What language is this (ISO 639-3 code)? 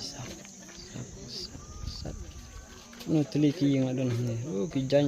kha